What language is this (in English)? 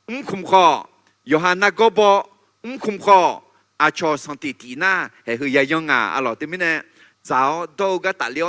Akha